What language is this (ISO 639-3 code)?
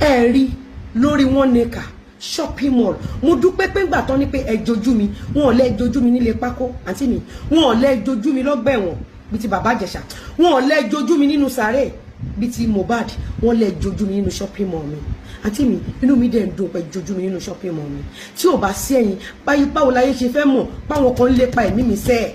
yor